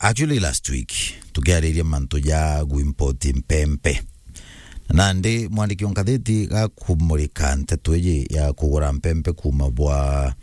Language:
Meru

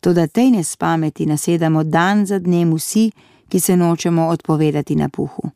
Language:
Slovenian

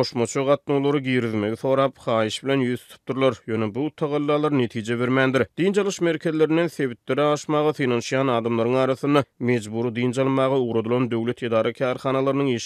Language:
Turkmen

